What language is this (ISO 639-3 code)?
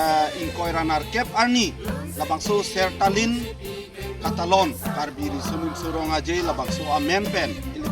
mjw